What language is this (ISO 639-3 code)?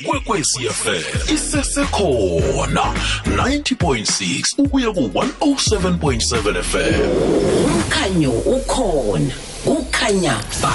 nbl